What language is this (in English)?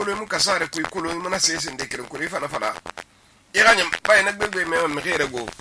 Susu